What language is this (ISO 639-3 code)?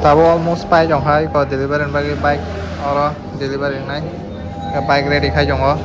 trp